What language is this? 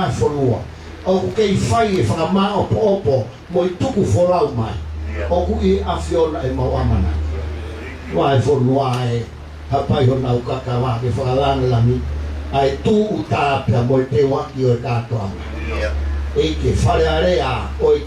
Tongan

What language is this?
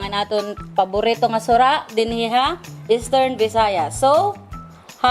Waray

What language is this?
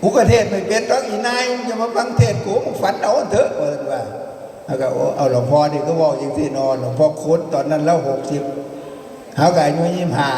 Northeastern Thai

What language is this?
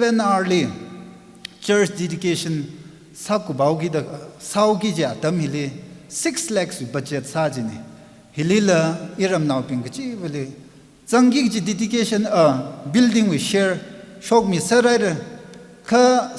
Tangkhul Naga (India)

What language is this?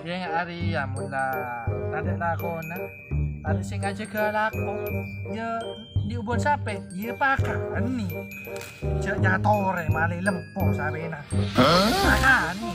Madurese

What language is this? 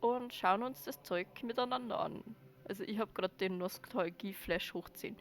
Bavarian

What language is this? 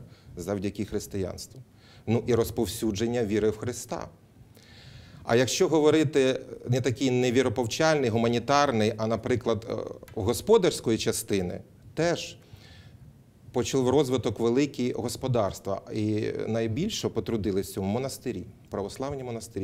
Ukrainian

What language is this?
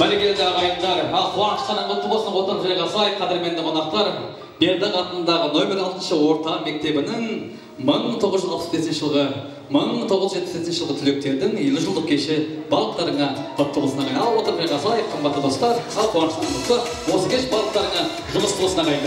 Kara-Kalpak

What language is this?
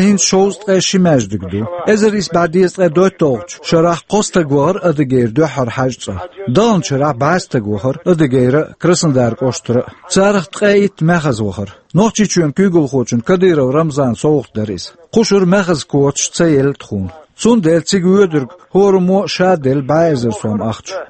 Chechen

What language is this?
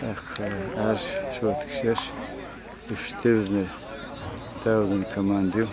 Chechen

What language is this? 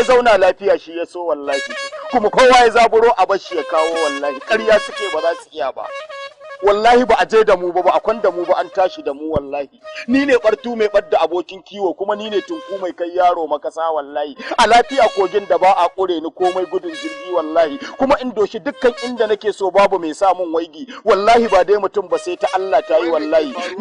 Hausa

